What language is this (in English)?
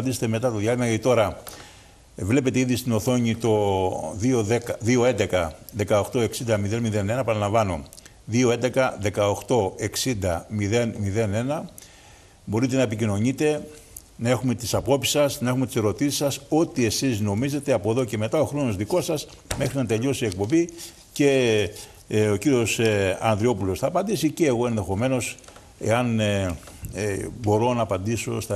Greek